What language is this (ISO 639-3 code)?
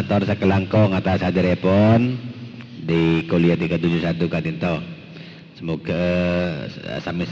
mad